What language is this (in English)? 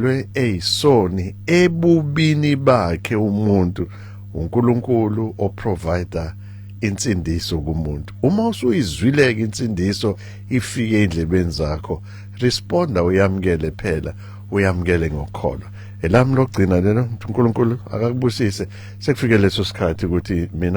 Zulu